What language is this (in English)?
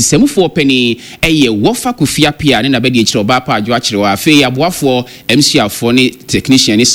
Akan